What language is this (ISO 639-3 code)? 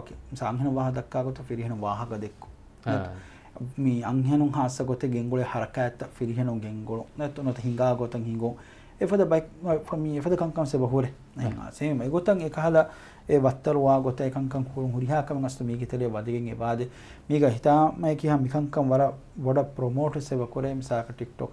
div